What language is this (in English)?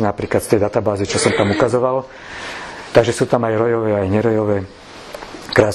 Slovak